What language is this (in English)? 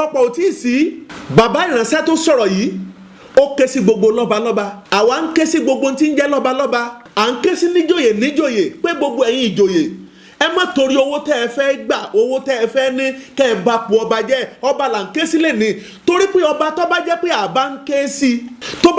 Yoruba